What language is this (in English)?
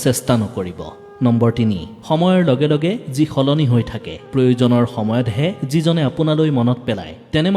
Assamese